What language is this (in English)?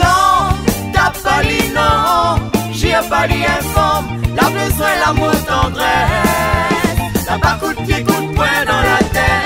Réunion Creole French